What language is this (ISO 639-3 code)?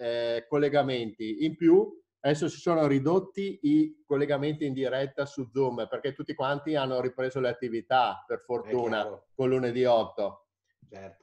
ita